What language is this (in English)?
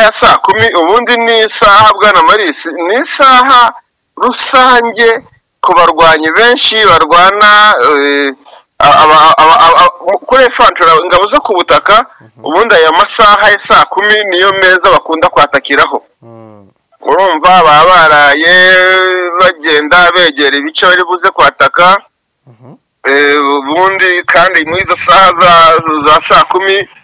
Kinyarwanda